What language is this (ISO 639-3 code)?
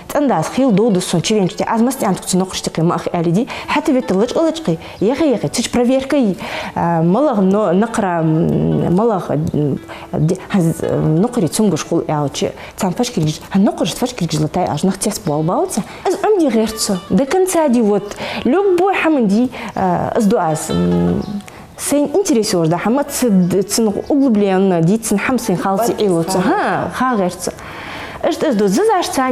inh